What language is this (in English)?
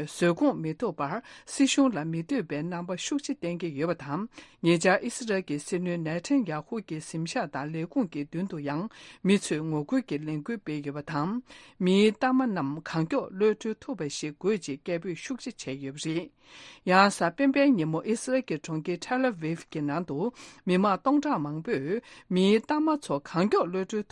Tibetan